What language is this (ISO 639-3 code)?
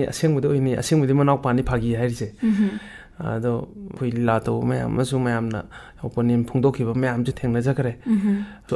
mni